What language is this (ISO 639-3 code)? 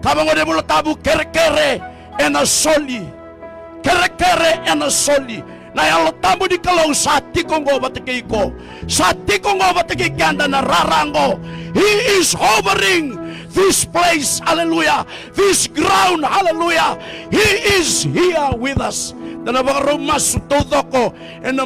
fij